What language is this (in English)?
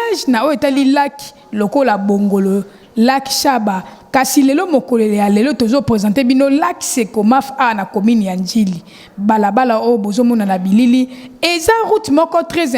Lingala